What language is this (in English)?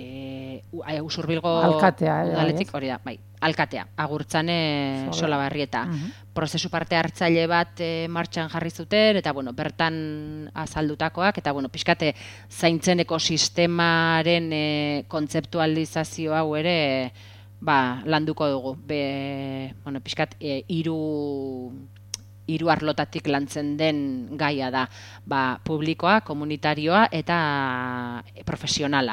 Basque